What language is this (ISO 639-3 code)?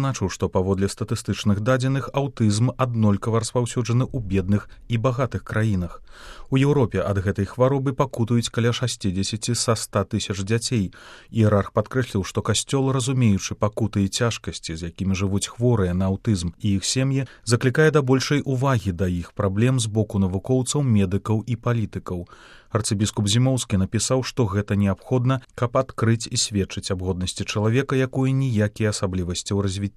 bel